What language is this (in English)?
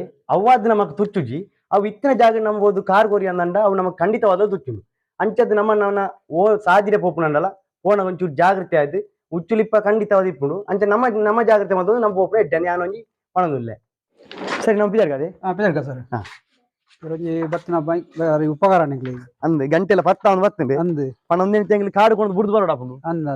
Tulu